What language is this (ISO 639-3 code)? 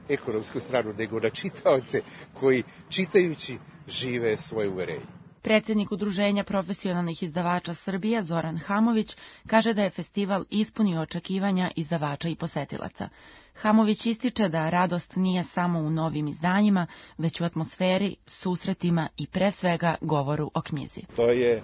srp